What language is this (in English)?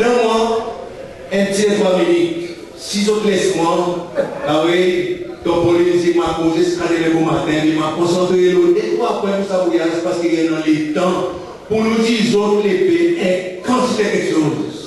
Seselwa Creole French